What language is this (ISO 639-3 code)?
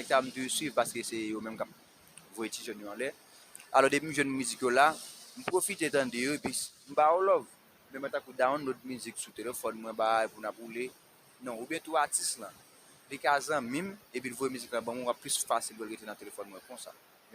hat